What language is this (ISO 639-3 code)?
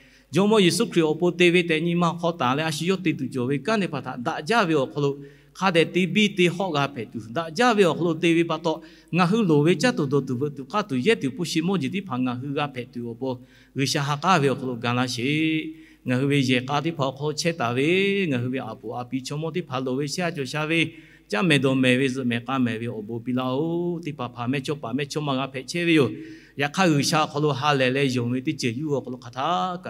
lhu